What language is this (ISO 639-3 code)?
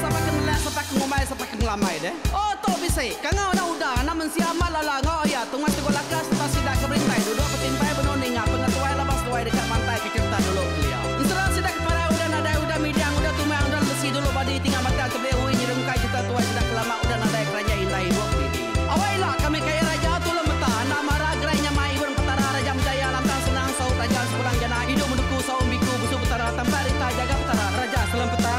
iba